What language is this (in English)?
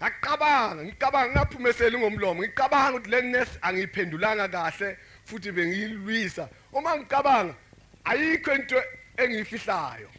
Zulu